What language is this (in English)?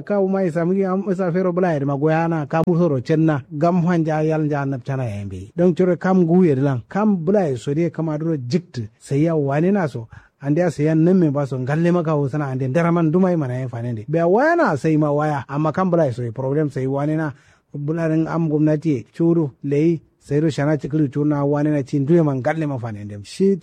Kanuri